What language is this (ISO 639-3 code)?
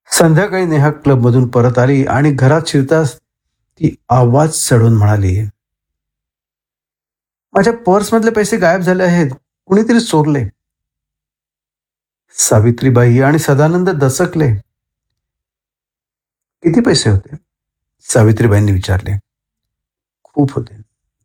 mar